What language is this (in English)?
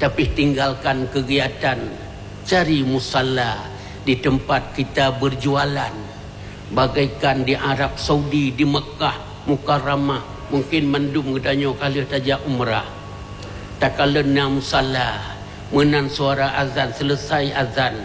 Achinese